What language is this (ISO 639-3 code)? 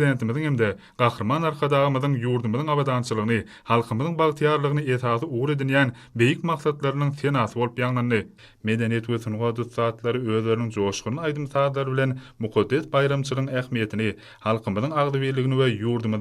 tuk